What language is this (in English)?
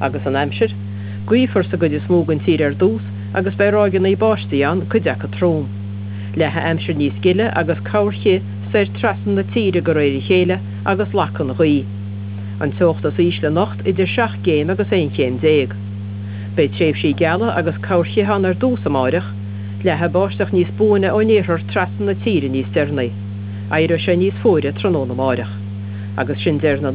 Irish